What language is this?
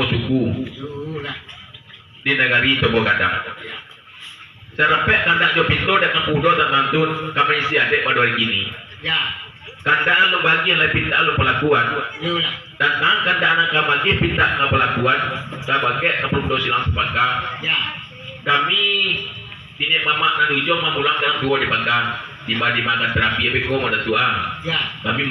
Minangkabau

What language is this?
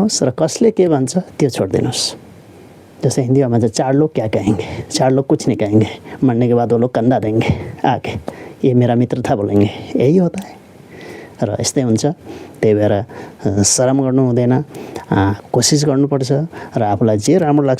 Nepali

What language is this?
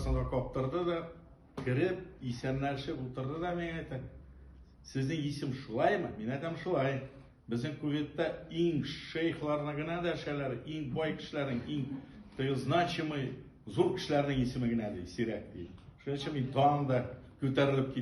Tatar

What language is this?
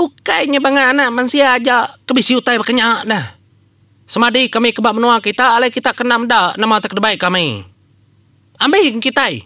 Iban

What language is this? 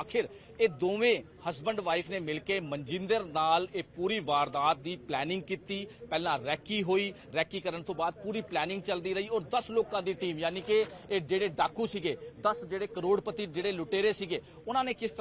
Punjabi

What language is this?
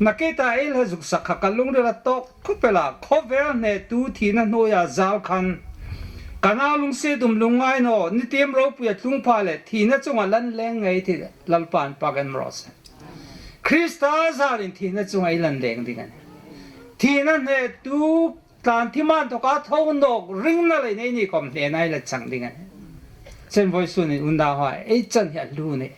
Hmar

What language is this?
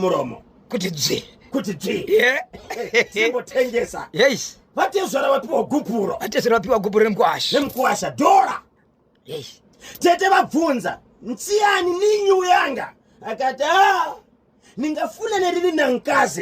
Shona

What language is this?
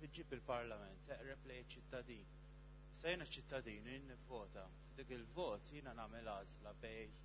Maltese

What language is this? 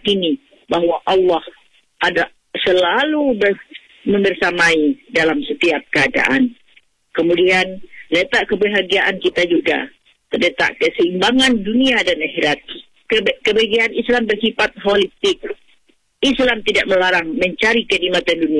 Indonesian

